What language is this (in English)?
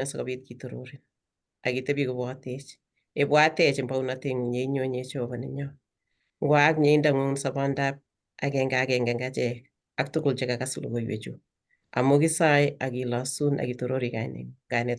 Kalenjin